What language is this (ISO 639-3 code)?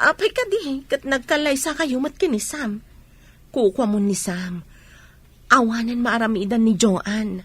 ilo